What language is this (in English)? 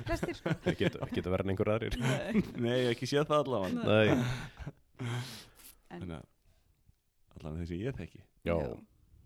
Icelandic